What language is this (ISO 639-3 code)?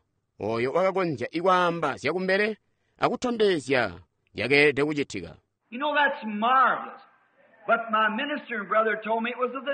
toi